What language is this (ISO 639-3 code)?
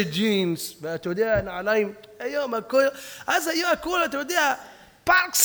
heb